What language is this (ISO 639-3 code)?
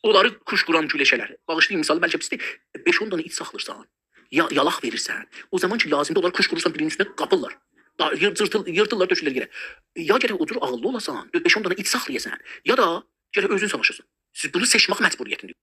azb